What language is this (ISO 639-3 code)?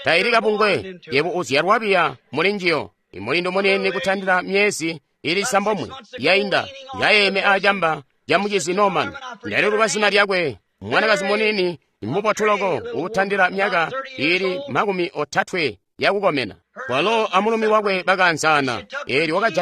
toi